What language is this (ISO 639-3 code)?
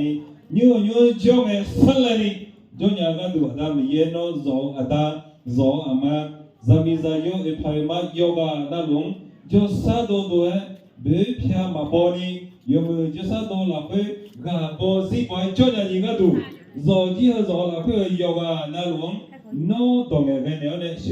ahk